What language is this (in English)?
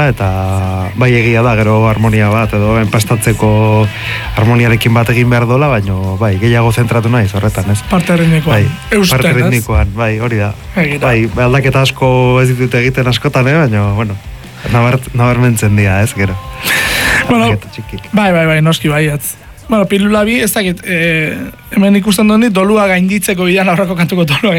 Basque